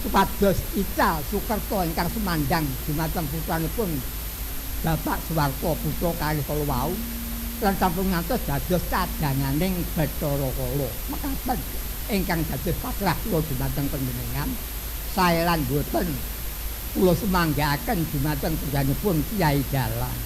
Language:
Javanese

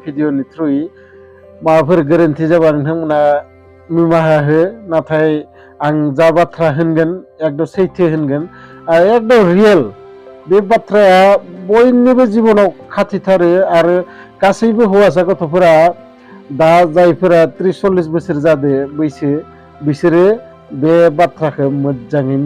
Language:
Bodo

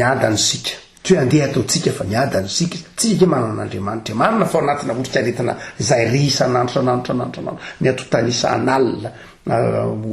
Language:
Malagasy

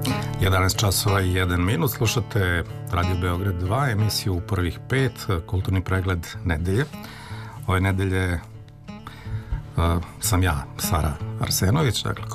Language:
Serbian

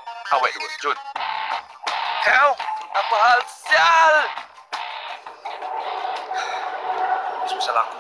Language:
Malay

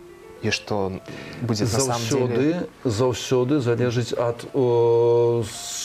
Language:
Belarusian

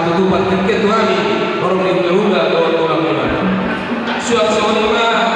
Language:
Batak Toba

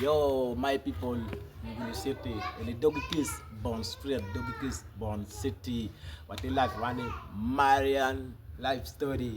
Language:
Acoli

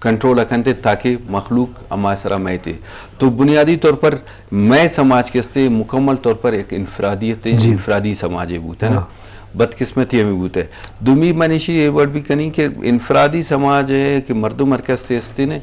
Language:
Eastern Balochi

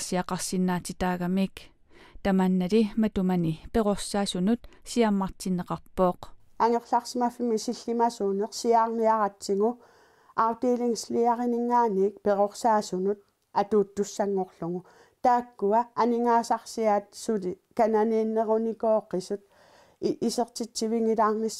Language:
Kalaallisut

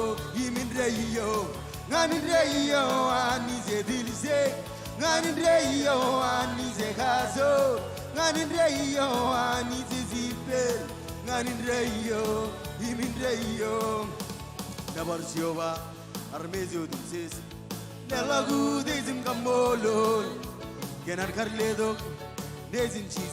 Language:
Marshallese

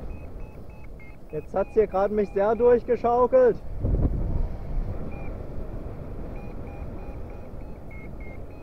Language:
German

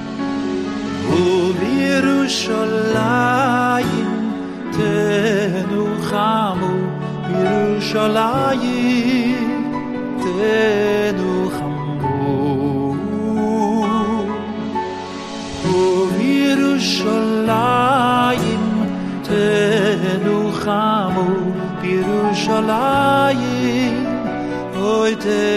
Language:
Hebrew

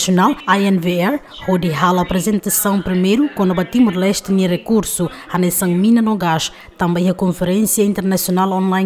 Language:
Tetum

